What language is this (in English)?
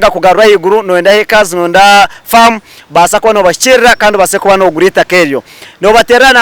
Nyankole